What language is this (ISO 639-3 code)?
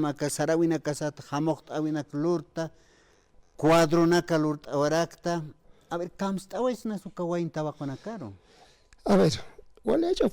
aym